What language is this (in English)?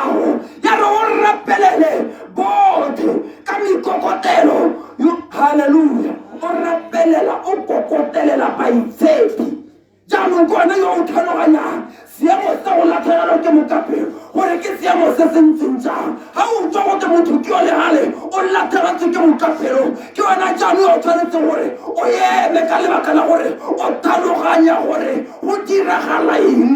Tswana